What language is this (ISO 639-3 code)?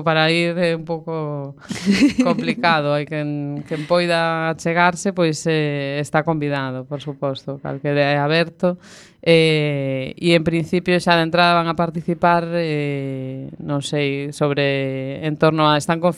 glg